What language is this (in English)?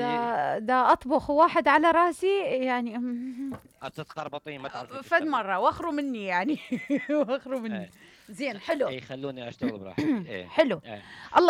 Mesopotamian Arabic